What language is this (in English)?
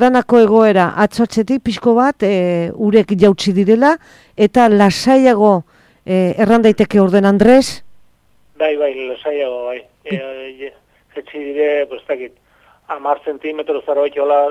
Basque